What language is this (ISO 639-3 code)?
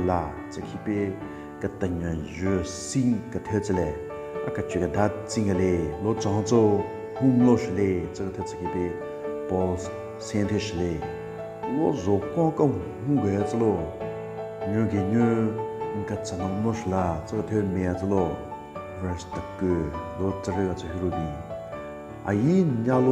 nre